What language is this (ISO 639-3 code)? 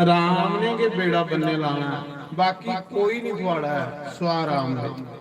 doi